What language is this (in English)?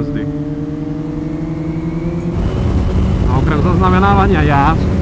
Slovak